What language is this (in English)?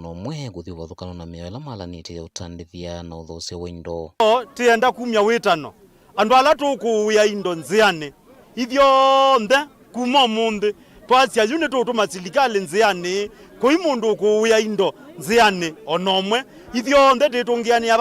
Kamba